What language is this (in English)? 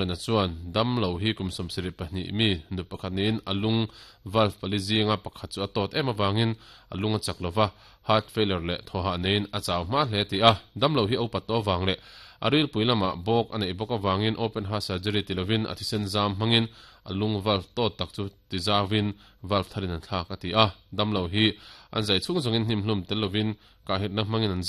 Mizo